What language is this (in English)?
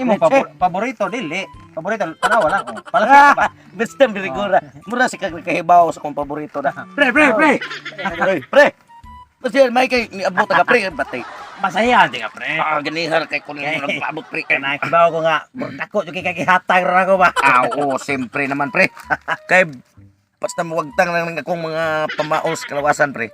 Cebuano